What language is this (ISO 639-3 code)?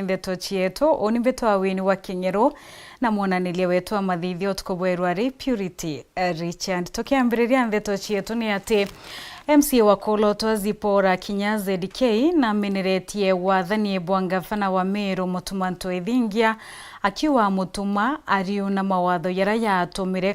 mer